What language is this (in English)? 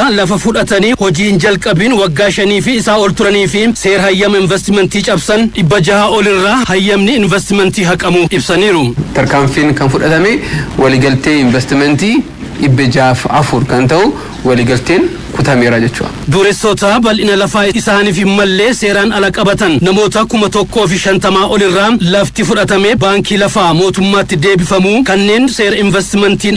Oromo